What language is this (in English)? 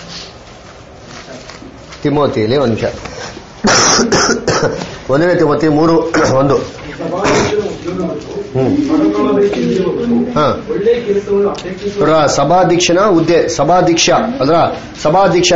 Kannada